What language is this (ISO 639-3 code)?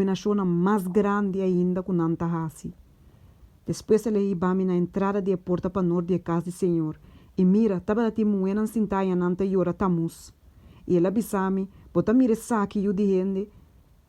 pap